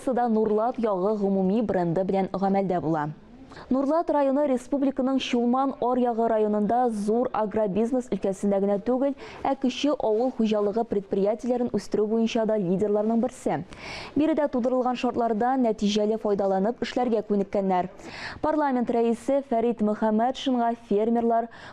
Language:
Tatar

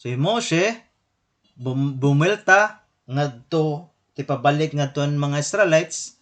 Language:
Waray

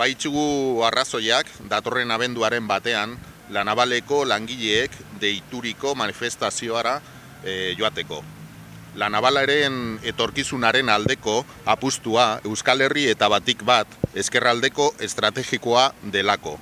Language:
Basque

